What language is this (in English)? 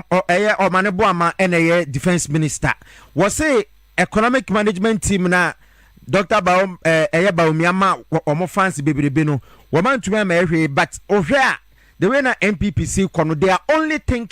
Akan